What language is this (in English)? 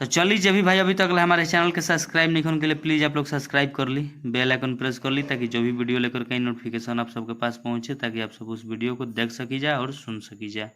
Bhojpuri